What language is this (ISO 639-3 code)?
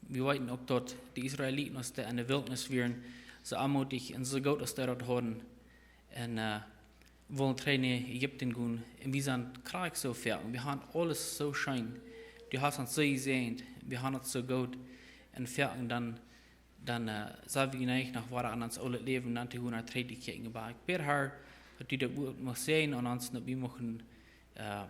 pdt